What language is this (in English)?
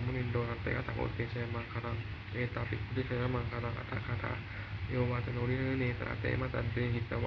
Pali